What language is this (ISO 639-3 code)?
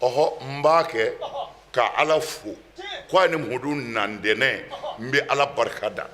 bam